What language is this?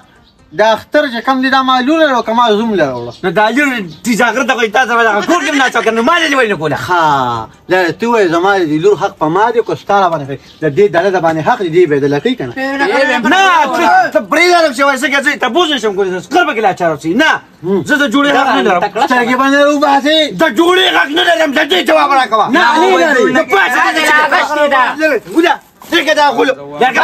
Pashto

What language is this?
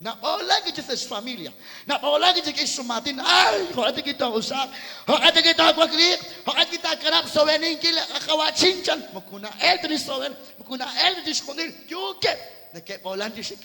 Kekchí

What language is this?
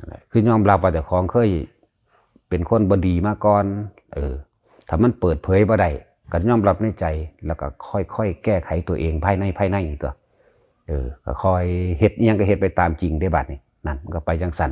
Lao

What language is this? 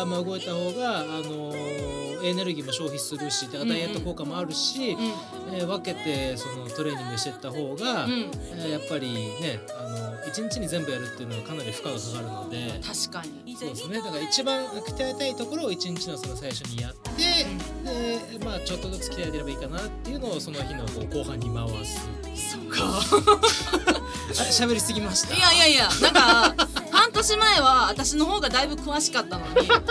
Japanese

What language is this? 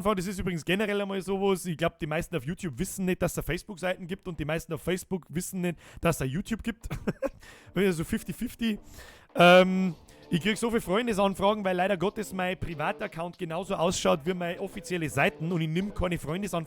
Bavarian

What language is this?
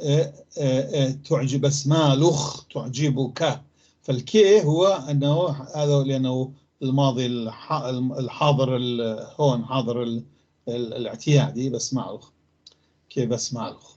North Levantine Arabic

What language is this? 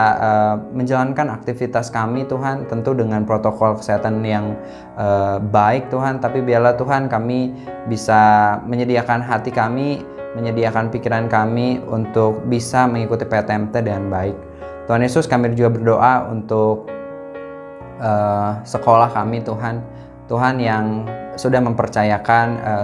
Indonesian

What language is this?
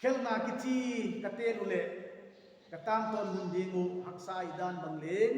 Paite Chin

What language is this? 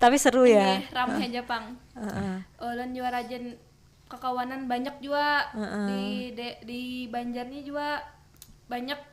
Banjar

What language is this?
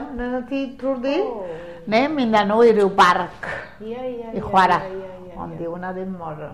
Welsh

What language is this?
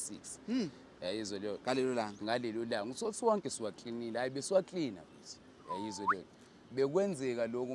Zulu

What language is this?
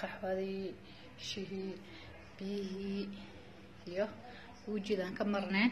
Somali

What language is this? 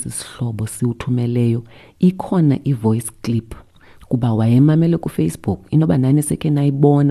Xhosa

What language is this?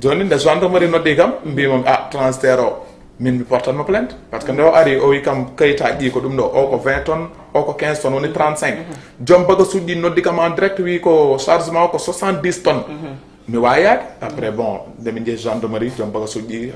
Fula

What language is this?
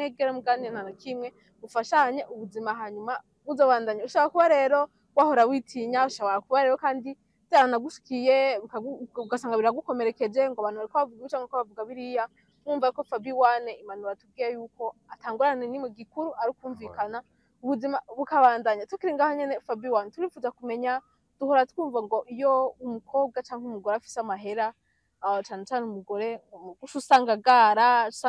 Rundi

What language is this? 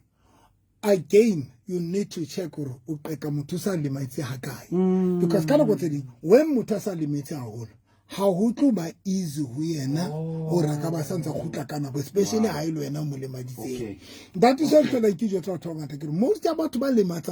Southern Sotho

